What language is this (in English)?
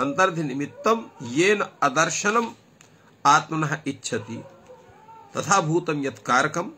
Sanskrit